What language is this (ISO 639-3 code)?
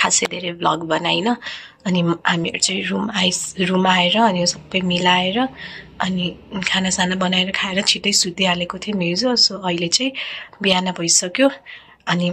nep